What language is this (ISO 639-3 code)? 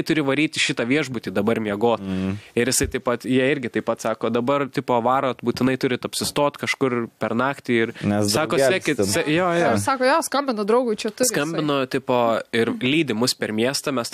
lit